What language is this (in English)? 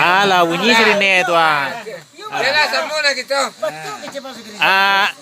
Minangkabau